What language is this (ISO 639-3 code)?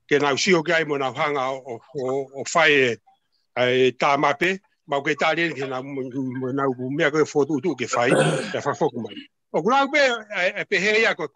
ton